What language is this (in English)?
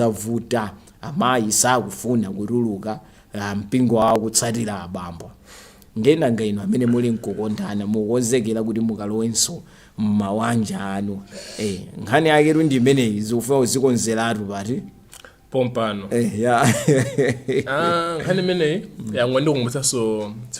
Nyanja